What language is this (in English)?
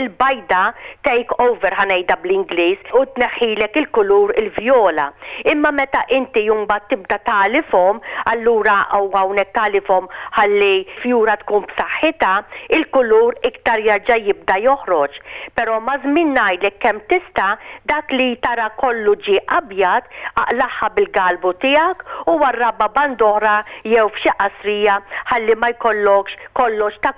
Maltese